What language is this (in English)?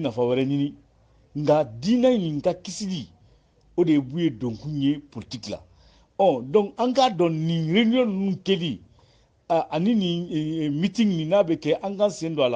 Bambara